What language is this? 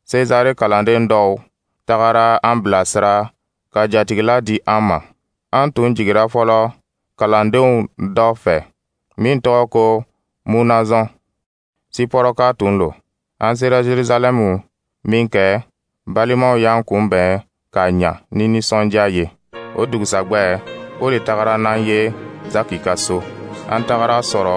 Dyula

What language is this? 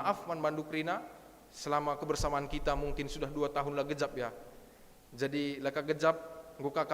Batak Karo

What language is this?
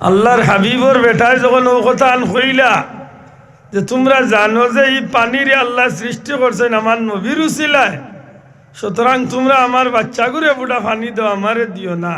Sylheti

